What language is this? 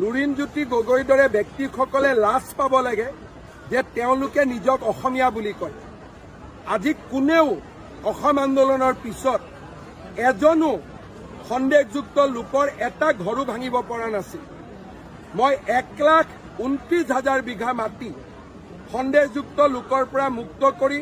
Assamese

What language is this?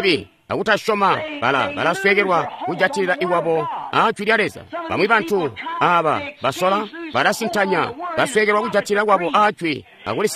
Tonga (Zambia)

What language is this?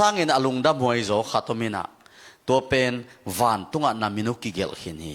Tedim Chin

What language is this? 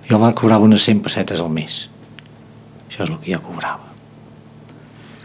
Catalan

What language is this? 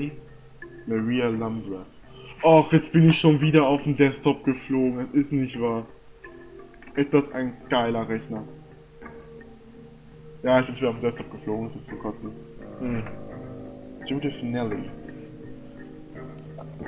German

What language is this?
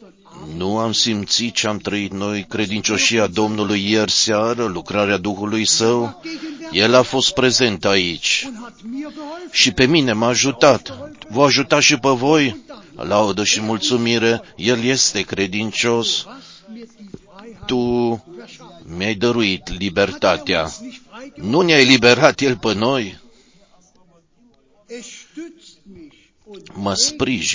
Romanian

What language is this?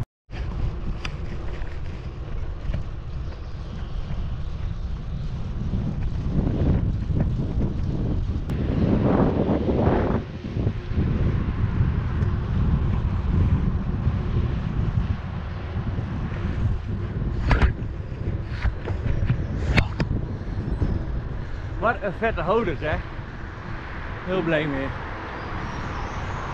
Dutch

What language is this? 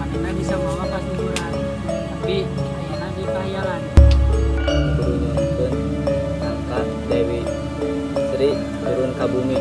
Sundanese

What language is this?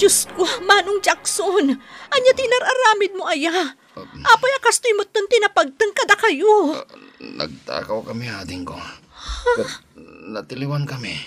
Iloko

